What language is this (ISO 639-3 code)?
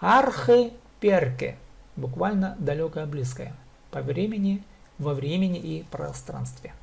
kjh